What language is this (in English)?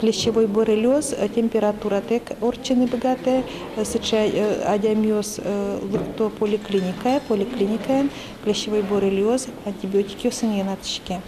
Udmurt